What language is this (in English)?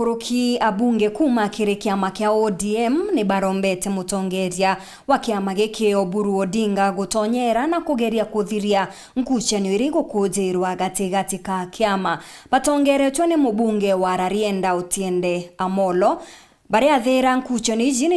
Meru